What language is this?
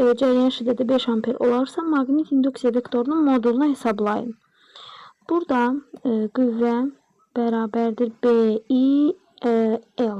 Azerbaijani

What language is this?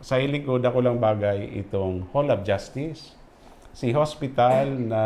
Bikol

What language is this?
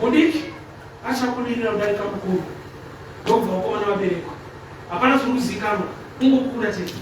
Shona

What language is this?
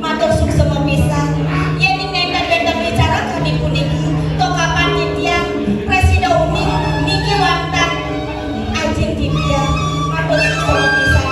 Balinese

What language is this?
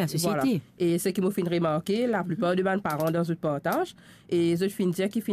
Morisyen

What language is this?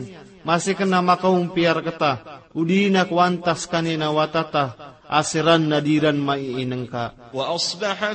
Maranao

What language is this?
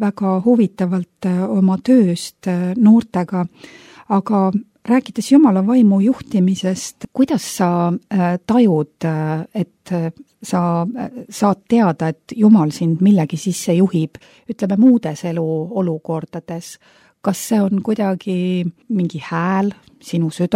Estonian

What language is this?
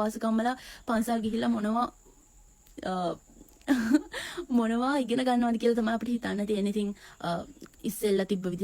Sinhala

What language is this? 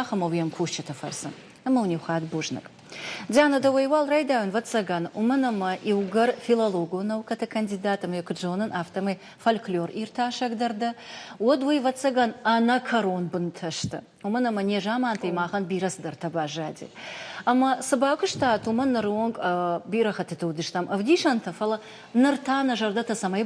Ossetic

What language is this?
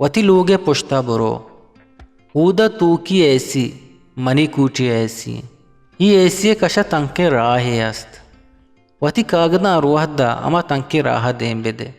Eastern Balochi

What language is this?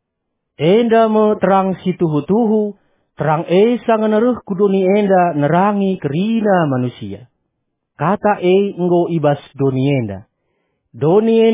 Batak Karo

